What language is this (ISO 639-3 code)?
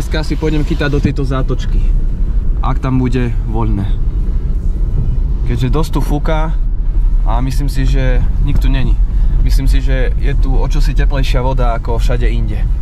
slk